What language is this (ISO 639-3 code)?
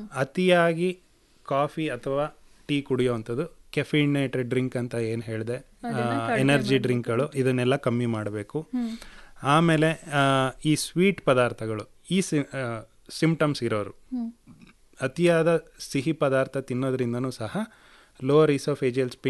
kan